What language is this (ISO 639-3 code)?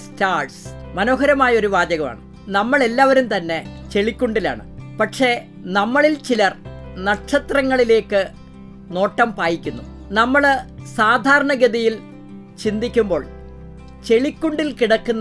mal